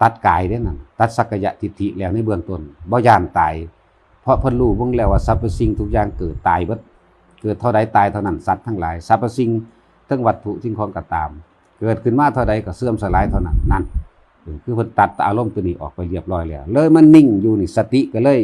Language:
Northeastern Thai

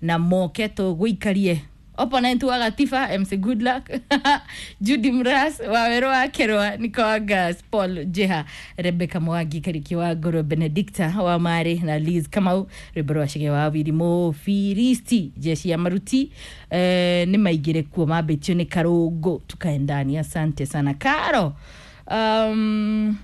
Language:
Kikuyu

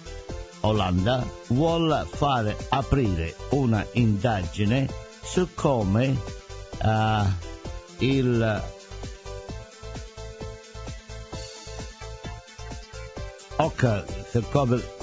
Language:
Italian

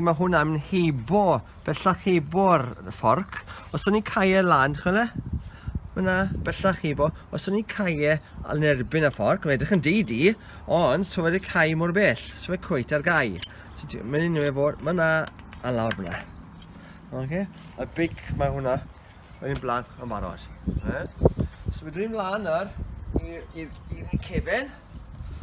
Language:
Welsh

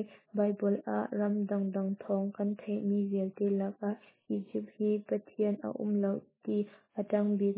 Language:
Hakha Chin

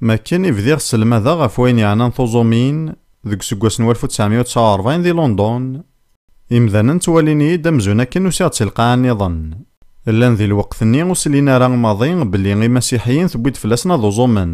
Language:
Kabyle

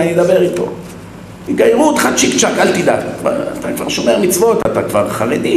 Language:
Hebrew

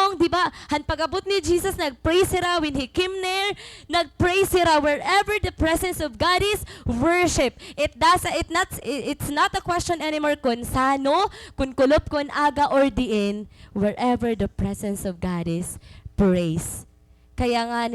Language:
Waray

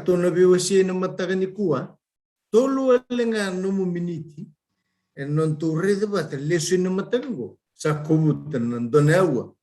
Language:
Fijian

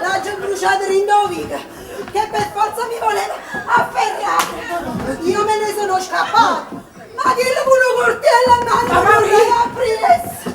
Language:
Neapolitan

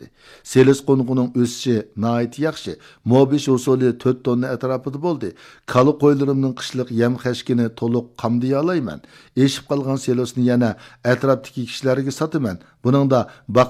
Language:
Uyghur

